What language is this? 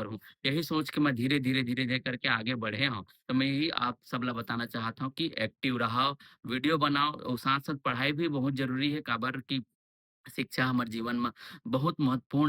Chhattisgarhi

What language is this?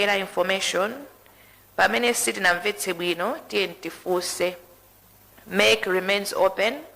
Nyanja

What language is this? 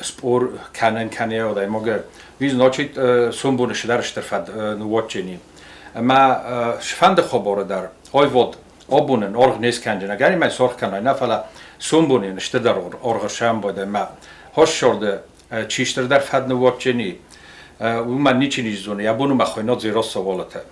Ossetic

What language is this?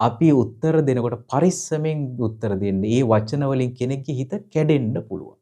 Sinhala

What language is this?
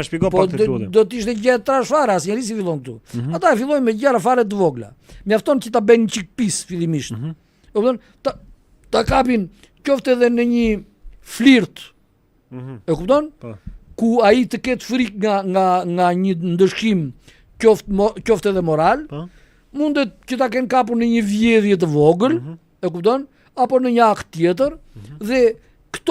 Albanian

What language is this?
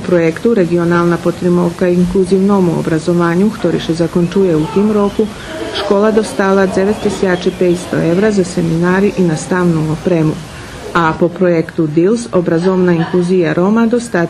Rusyn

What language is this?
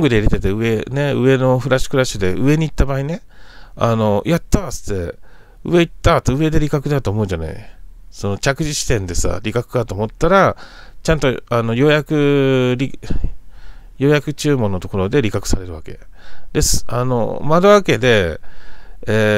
Japanese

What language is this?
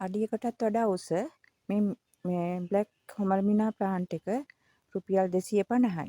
Sinhala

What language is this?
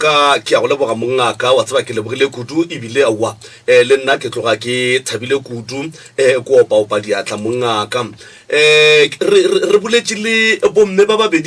Northern Sotho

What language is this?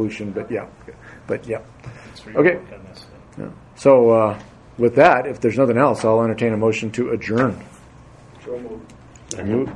English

